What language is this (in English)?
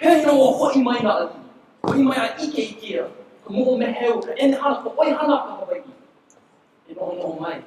Hawaiian